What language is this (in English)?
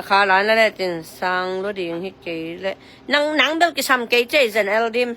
Tedim Chin